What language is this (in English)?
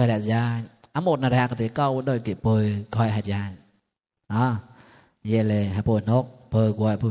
Mon